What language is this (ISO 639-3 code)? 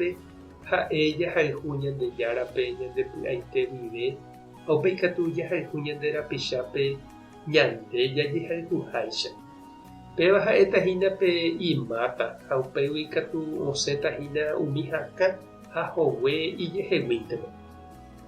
grn